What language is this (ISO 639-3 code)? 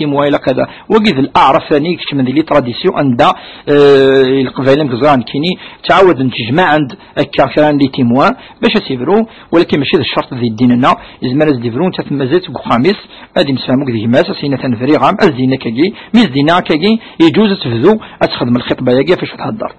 kab